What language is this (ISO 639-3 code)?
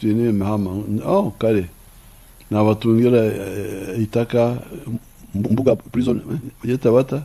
nyn